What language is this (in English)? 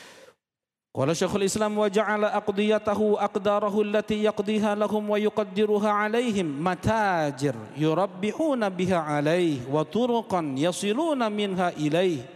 Indonesian